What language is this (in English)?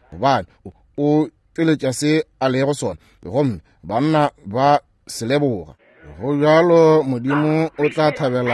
Northern Sotho